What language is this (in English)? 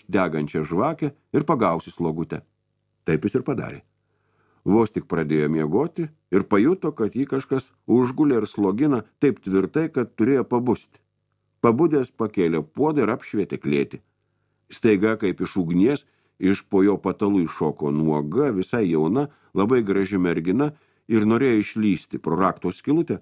Lithuanian